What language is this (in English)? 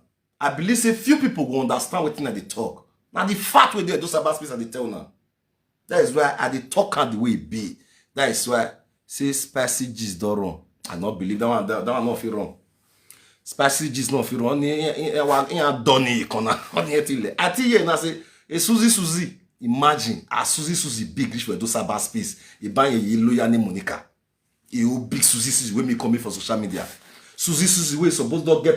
Nigerian Pidgin